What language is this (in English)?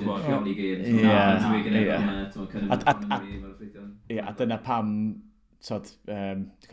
Welsh